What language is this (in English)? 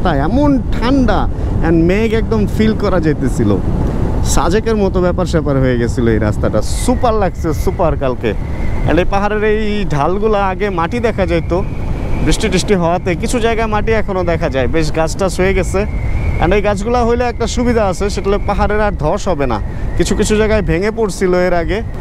Bangla